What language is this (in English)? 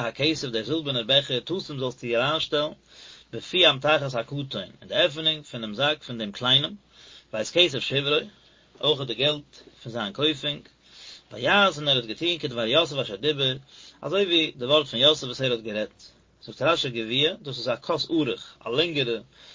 Yiddish